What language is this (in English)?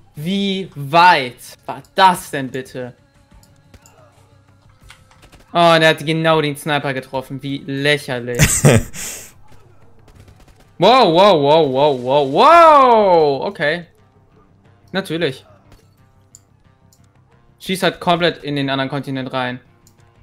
German